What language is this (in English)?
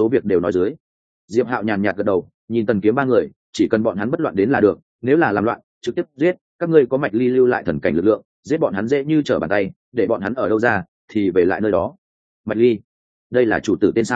Vietnamese